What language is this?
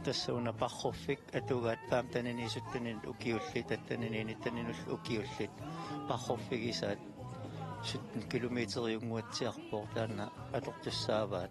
Kalaallisut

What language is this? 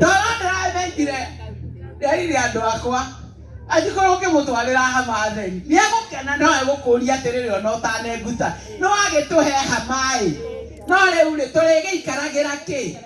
Kikuyu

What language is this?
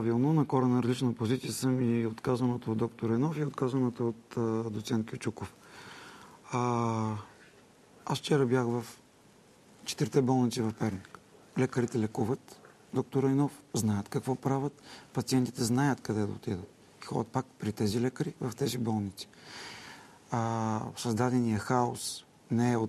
Bulgarian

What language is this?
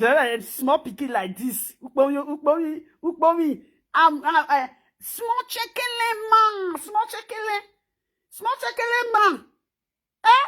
Nigerian Pidgin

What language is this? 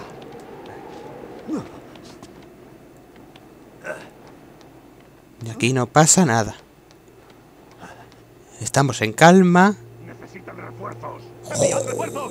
Spanish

